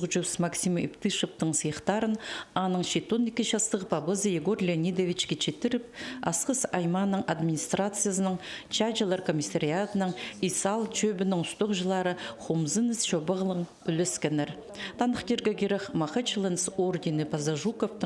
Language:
Khakas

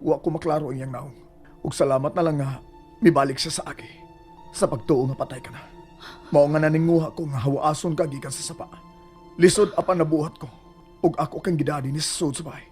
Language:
Cebuano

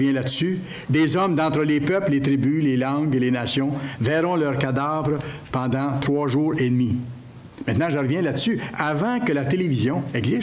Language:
French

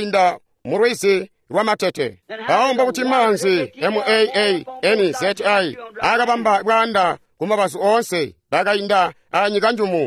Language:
Tonga (Zambia)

